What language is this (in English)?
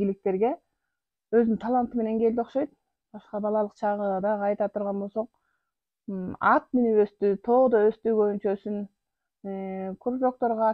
Kyrgyz